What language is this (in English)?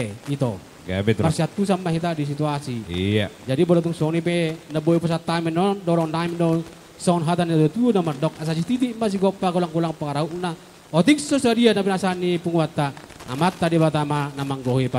Batak Toba